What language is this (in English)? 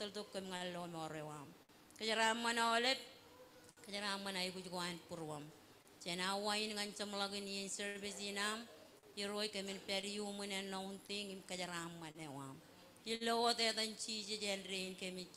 Marshallese